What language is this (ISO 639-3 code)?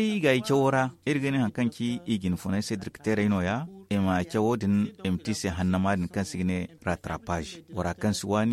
dje